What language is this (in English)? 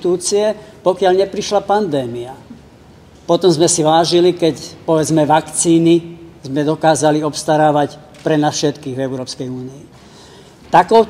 Slovak